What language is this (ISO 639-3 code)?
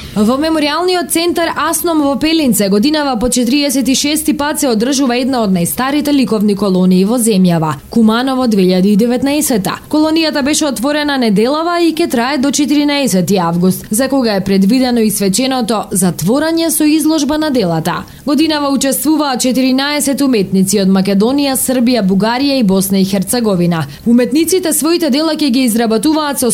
mkd